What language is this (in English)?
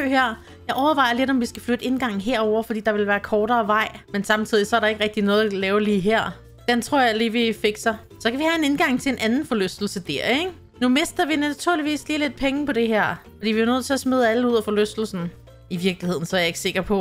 Danish